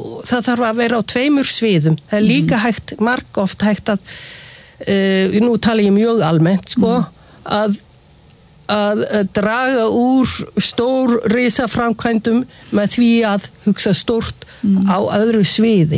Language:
Icelandic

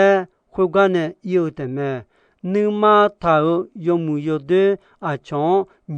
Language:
Akha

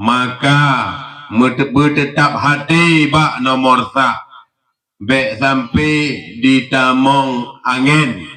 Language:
Achinese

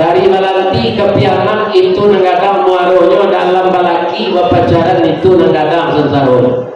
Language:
Minangkabau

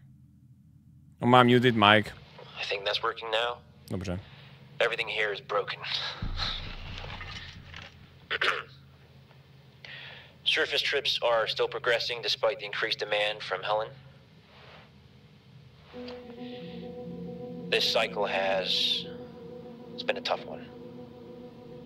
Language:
Czech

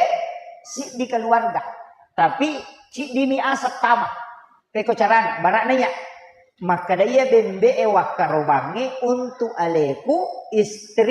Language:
Buginese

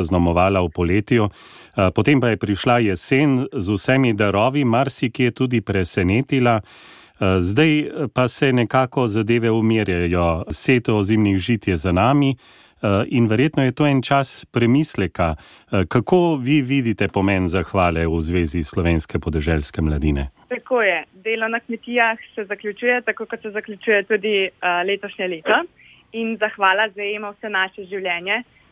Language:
Slovenian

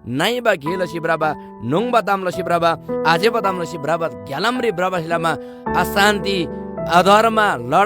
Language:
Eastern Tamang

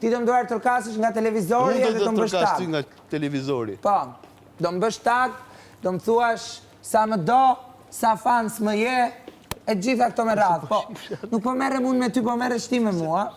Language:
Albanian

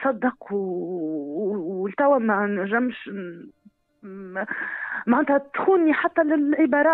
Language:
Tunisian Arabic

